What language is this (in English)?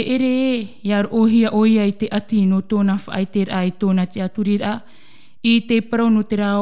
Tahitian